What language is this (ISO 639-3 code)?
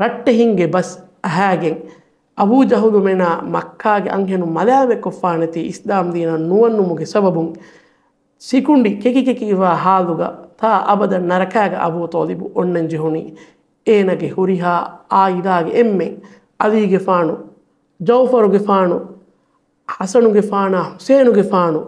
div